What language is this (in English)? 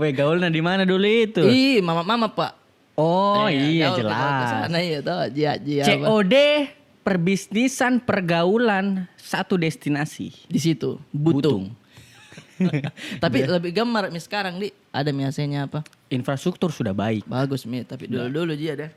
Makassar Malay